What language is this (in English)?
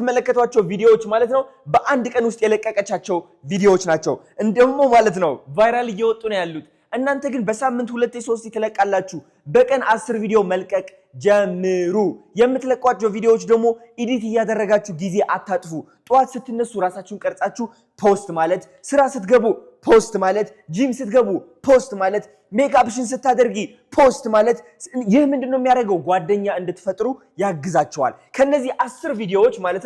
Amharic